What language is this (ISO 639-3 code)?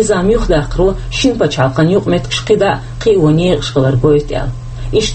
che